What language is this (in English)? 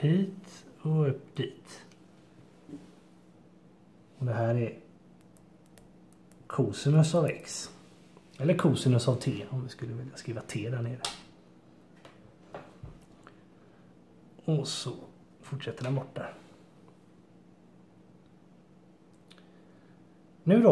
Swedish